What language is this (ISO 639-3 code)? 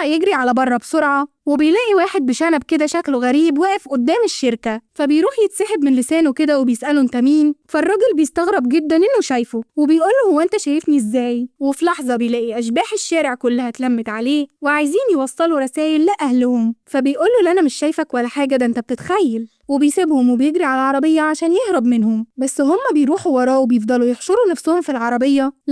arz